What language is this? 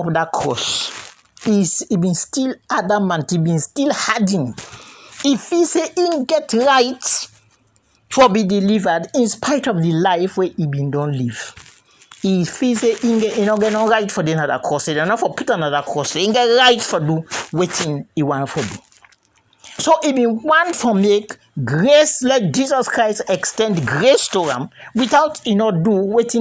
Krio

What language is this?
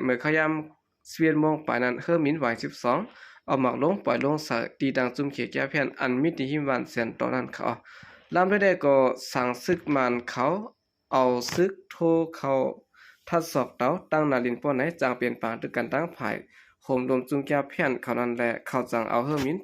Shan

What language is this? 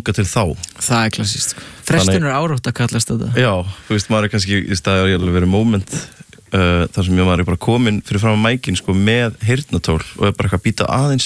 Icelandic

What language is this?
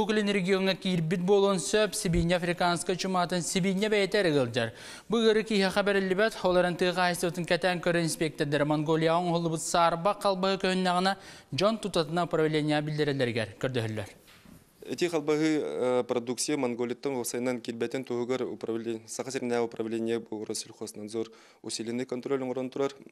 Yakut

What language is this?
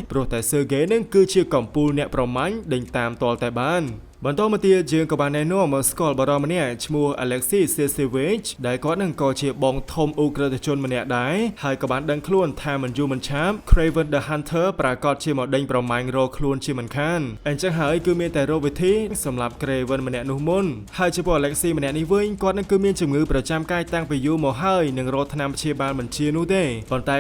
Khmer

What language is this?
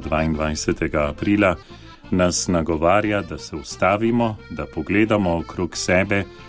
Slovenian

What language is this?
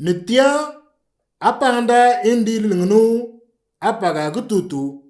Moro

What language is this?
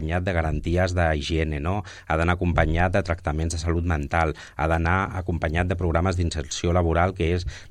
Catalan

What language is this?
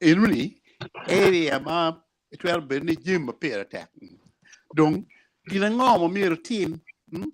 Acoli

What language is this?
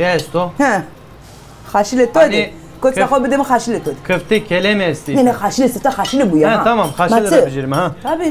Zaza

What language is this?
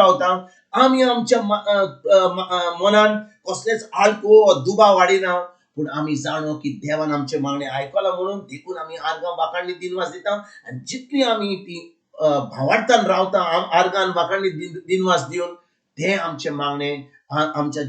Konkani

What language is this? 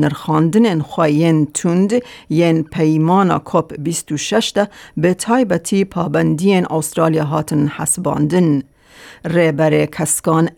Kurdish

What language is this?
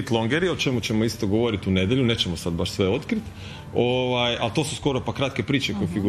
Croatian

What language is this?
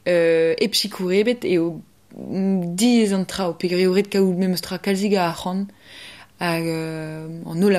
Breton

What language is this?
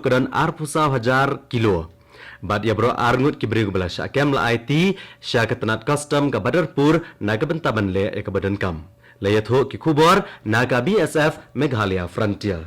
Khasi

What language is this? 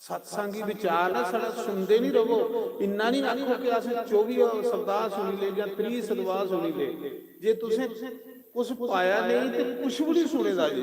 Dogri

